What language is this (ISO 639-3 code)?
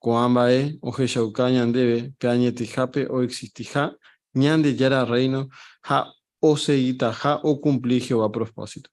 grn